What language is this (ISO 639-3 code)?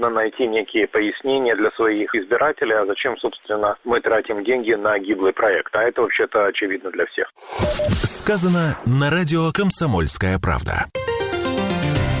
rus